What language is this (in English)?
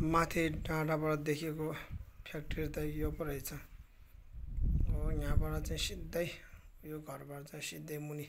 Nepali